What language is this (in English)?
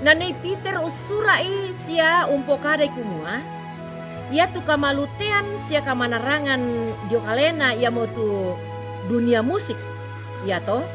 Toraja-Sa'dan